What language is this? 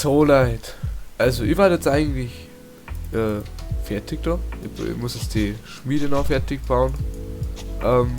Bavarian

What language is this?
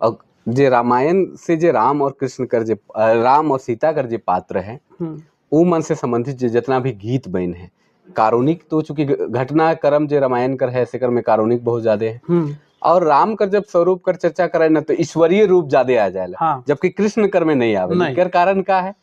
Sadri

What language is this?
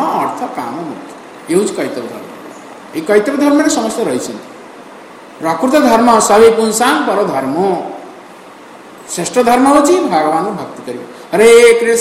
Odia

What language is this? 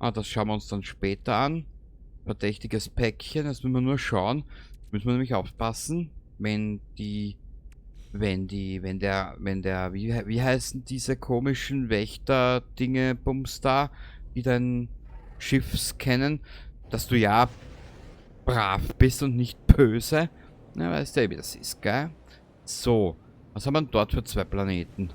Bavarian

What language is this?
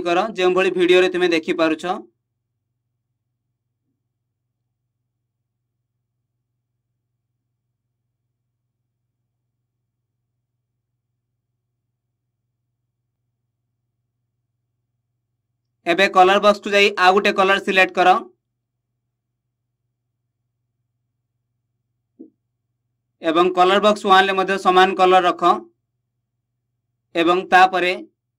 Odia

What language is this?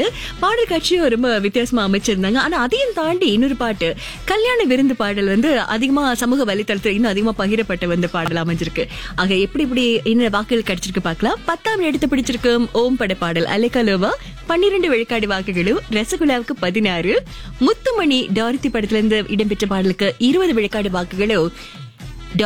Tamil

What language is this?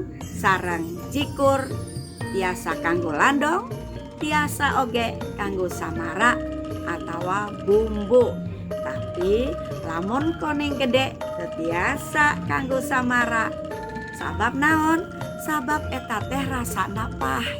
Sundanese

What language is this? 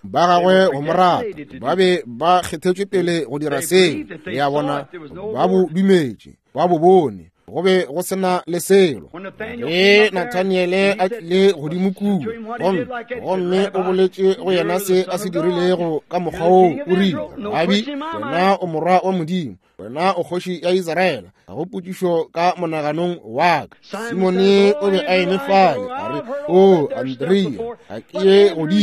Northern Sotho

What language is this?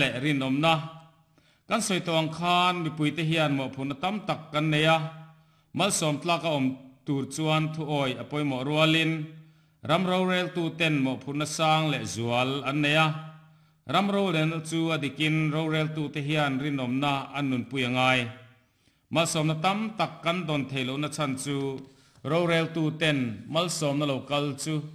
Mizo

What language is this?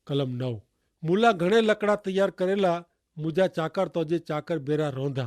Kachhi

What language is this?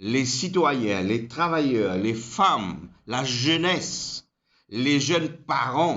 Morisyen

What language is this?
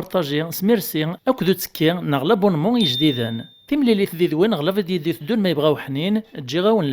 Kabyle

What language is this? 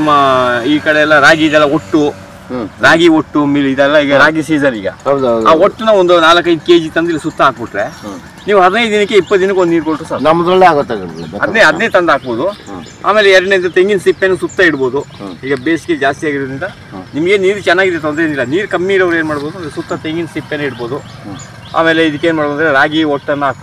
Kannada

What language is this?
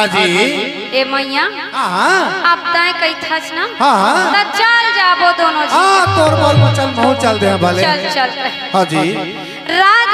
Chhattisgarhi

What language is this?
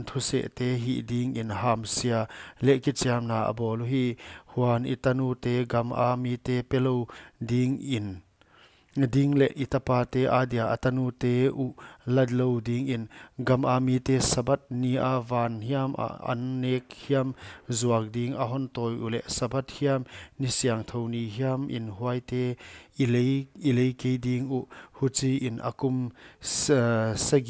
Paite Chin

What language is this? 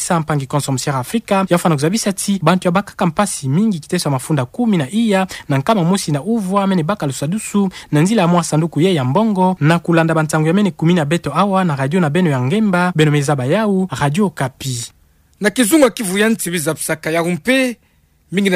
Kituba (Democratic Republic of Congo)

